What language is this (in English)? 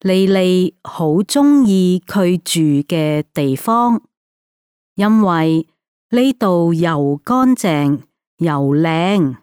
Cantonese